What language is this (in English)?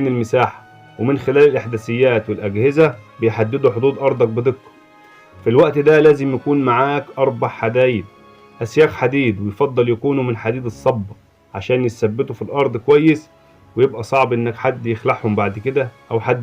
Egyptian Arabic